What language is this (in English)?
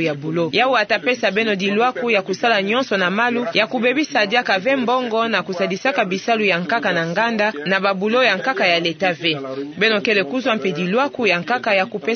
Kituba (Democratic Republic of Congo)